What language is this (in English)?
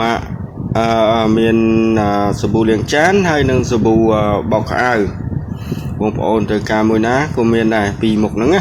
Khmer